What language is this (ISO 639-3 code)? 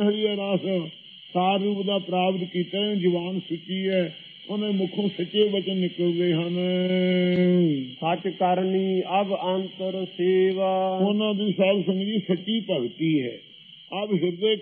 pan